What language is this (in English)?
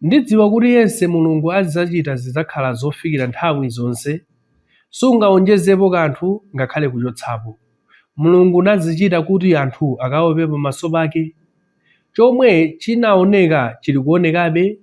Nyanja